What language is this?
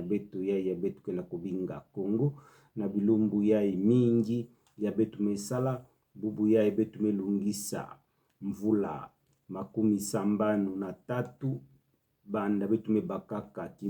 Kituba (Democratic Republic of Congo)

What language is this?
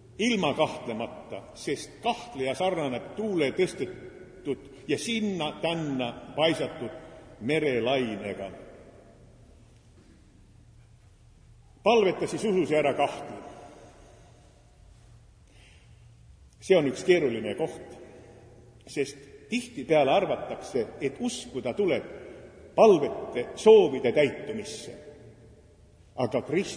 Estonian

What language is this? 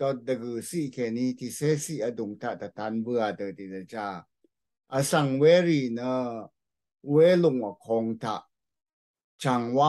Rawang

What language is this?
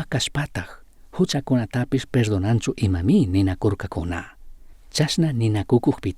Chimborazo Highland Quichua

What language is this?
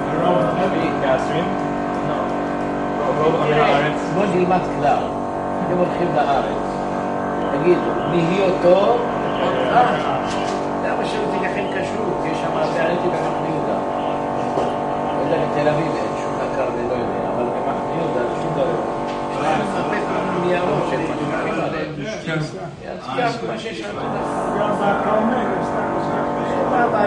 Hebrew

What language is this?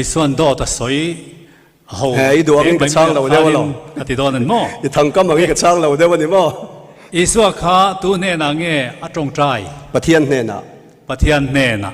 Mizo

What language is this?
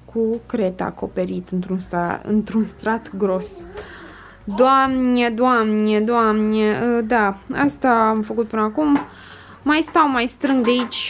Romanian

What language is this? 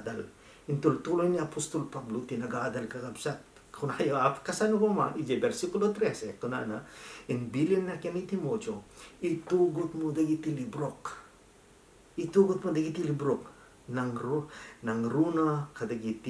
Iloko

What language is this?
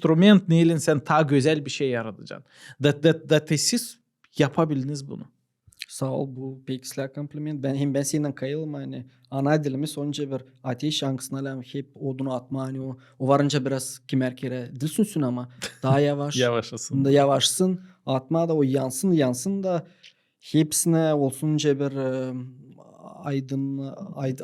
Gagauz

